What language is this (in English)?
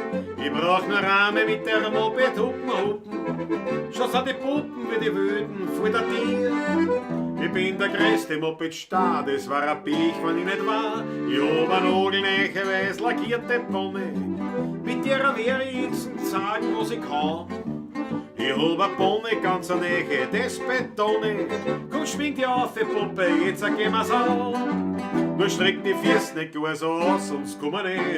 Bavarian